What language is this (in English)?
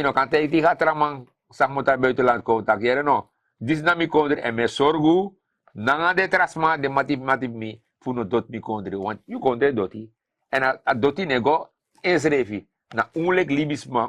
Sranan Tongo